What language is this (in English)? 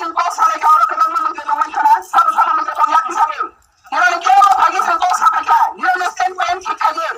Kok Borok